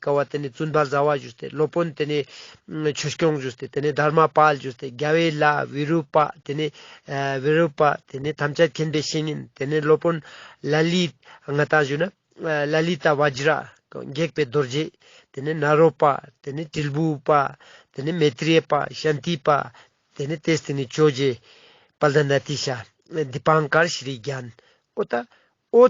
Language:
Ladakhi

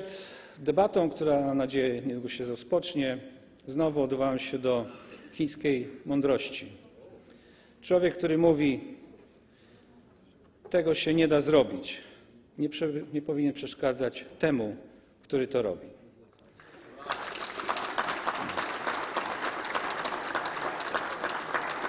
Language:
Polish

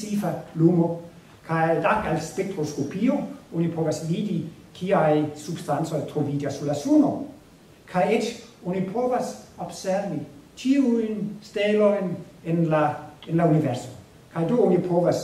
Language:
Esperanto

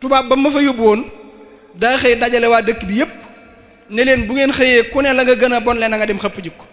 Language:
Wolof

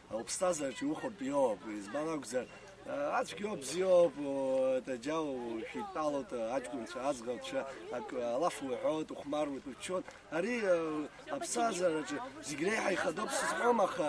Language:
Abkhazian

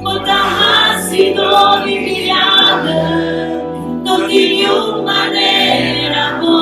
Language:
Papiamento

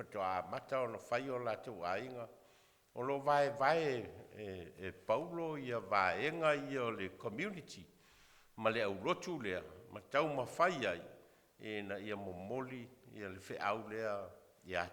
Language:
Samoan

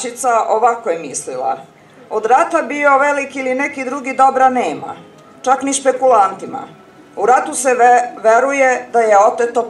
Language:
Serbian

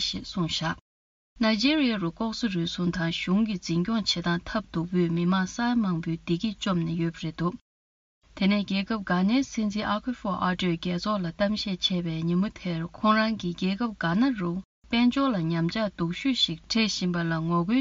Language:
Tibetan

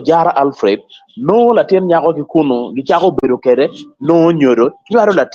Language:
Acoli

